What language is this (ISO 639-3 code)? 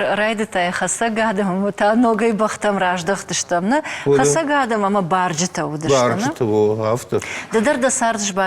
oss